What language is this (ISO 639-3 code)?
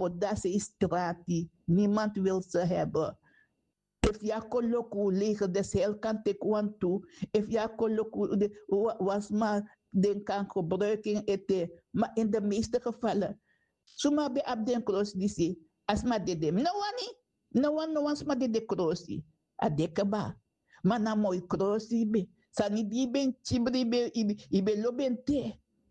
srn